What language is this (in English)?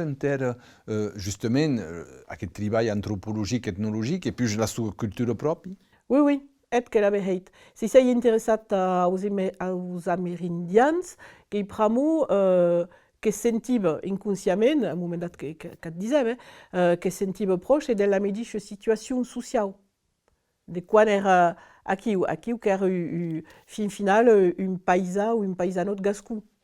Occitan